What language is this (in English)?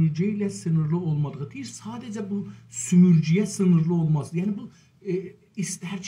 South Azerbaijani